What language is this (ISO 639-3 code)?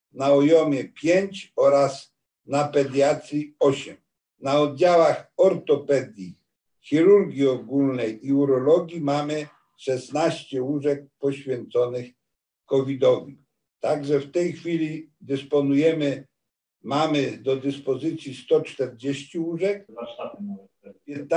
pol